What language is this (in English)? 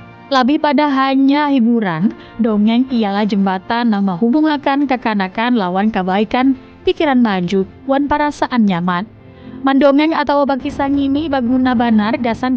Banjar